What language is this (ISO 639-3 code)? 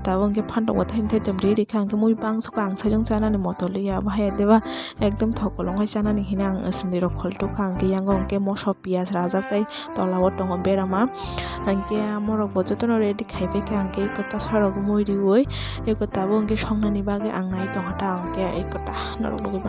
trp